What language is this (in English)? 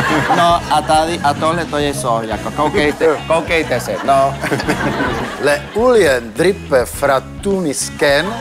Czech